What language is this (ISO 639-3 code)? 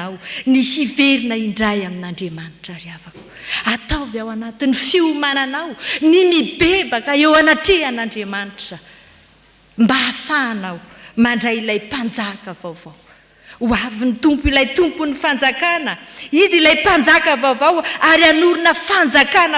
mlg